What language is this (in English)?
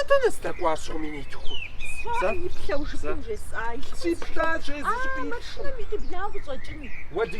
Kabardian